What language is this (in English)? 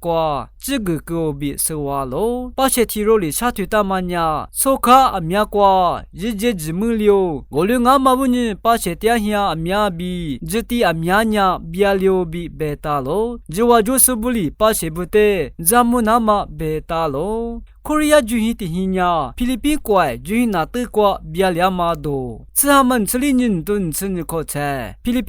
Lisu